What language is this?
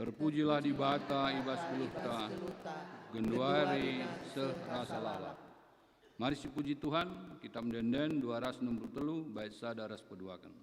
Batak Karo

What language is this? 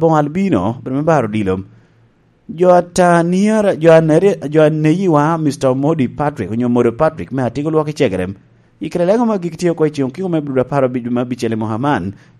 Lango (Uganda)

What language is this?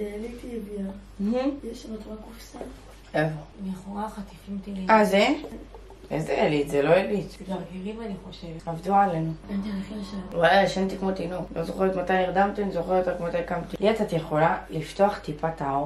Hebrew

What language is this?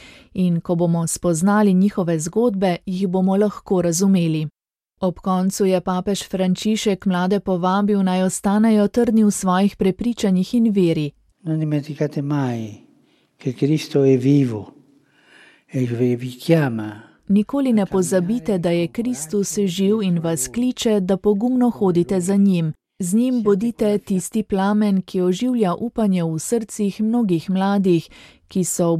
Slovenian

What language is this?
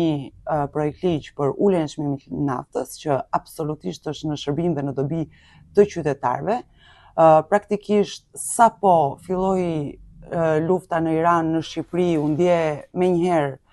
Albanian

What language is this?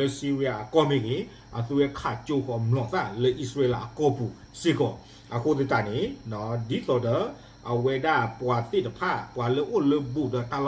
S'gaw Karen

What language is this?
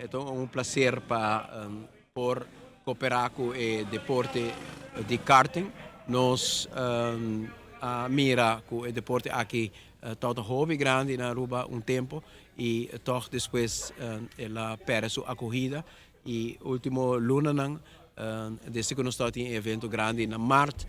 Papiamento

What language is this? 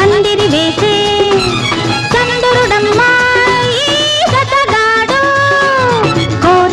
Telugu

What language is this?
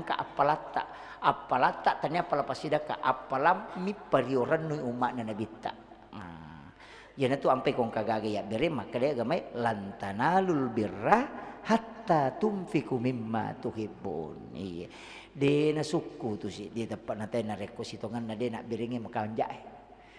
Buginese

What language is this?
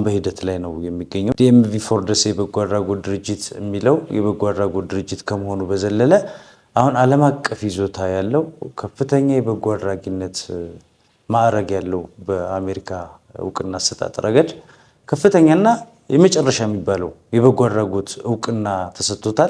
Amharic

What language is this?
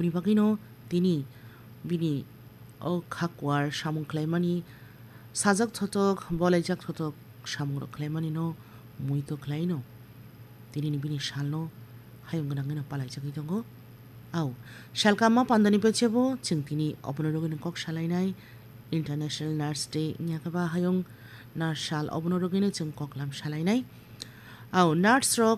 Kok Borok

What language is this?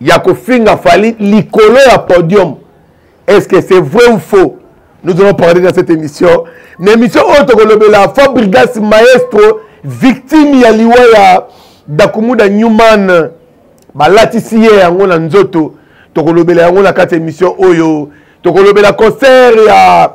Lingala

